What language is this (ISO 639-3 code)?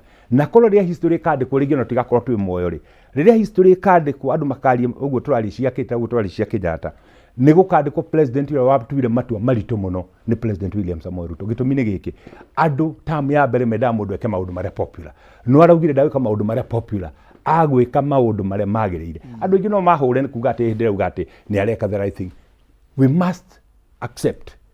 kik